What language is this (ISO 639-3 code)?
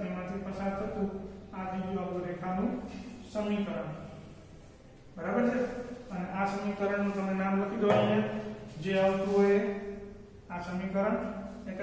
guj